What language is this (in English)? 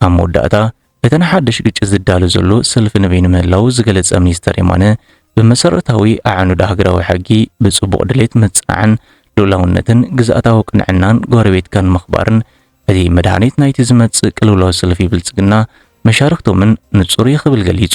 Tigrinya